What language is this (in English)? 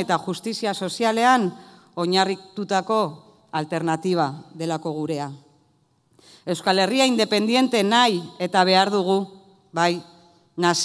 Basque